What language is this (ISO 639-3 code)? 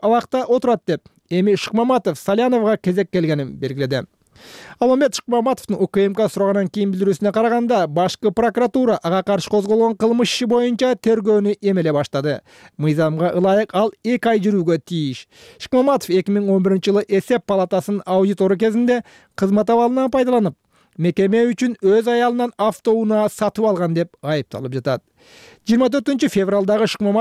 kir